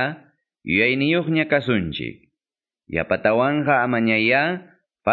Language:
Quechua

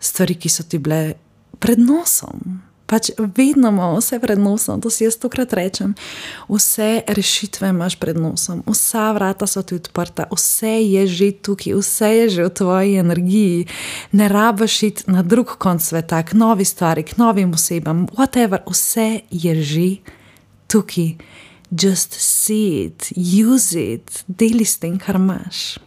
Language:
Slovenian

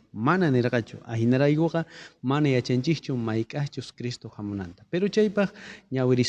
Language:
South Bolivian Quechua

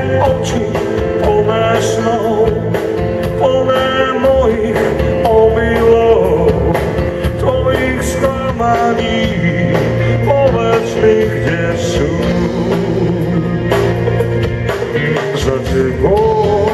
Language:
Slovak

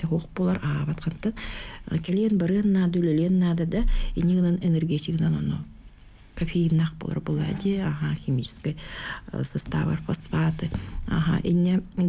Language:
Yakut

